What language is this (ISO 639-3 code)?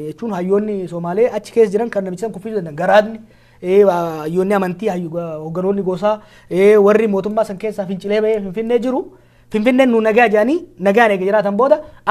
orm